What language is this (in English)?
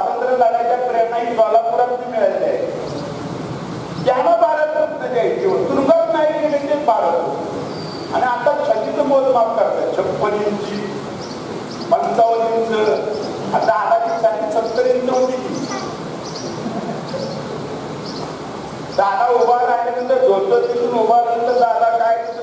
Marathi